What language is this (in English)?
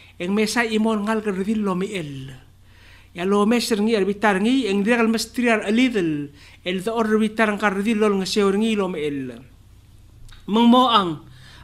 Palauan